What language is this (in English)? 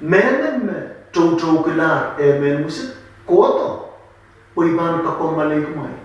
Pohnpeian